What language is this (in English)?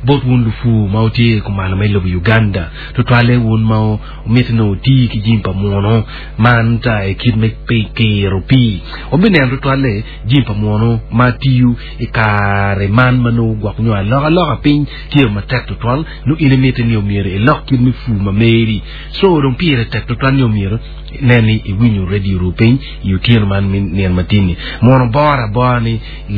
Acoli